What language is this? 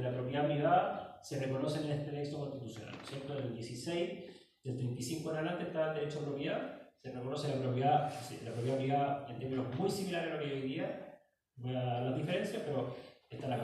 Spanish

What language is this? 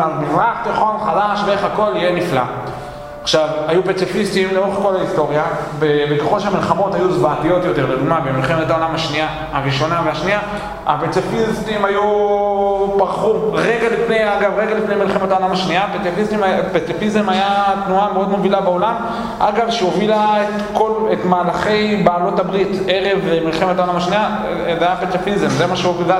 Hebrew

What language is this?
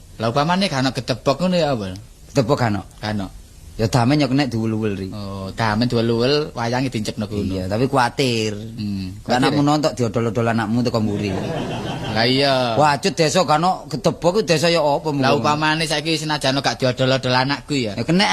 Javanese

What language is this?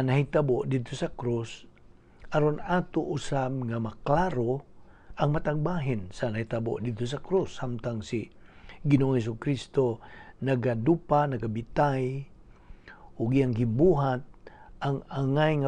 Cebuano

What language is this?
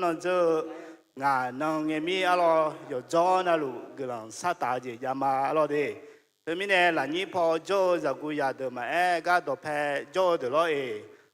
Akha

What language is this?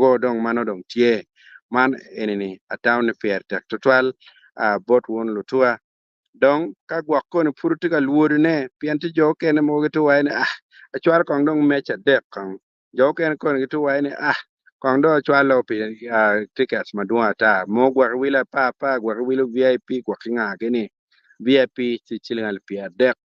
Acoli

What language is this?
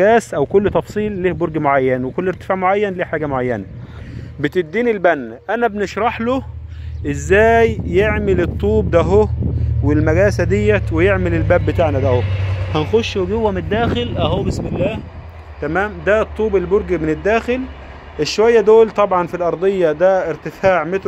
Egyptian Arabic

